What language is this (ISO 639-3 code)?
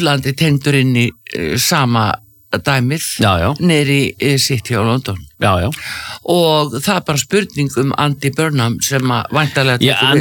isl